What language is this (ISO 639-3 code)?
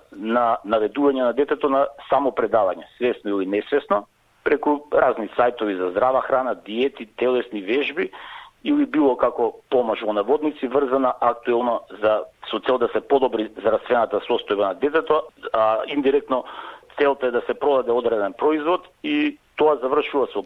mkd